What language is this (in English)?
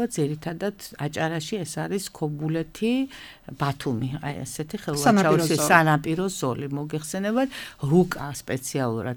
Georgian